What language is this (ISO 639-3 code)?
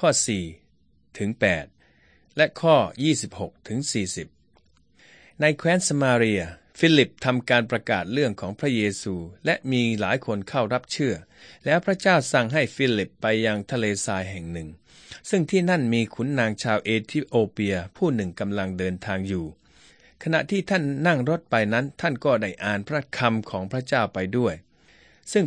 tha